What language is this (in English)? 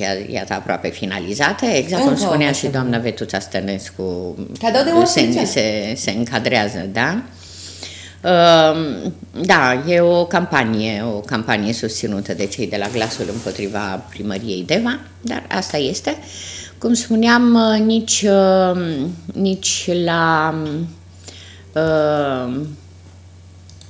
Romanian